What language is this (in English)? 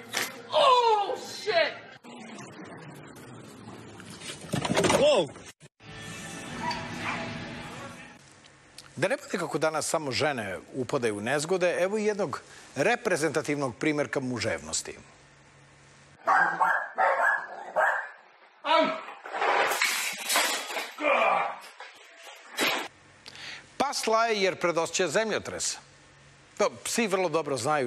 Serbian